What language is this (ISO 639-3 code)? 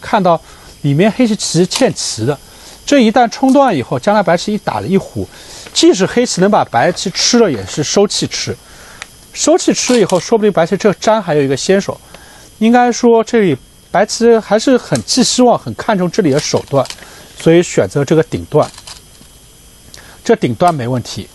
zho